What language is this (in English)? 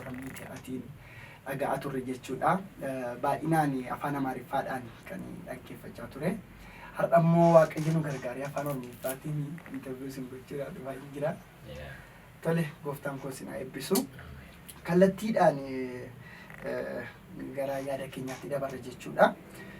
Oromo